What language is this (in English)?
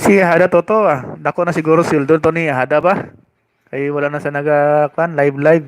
Hiligaynon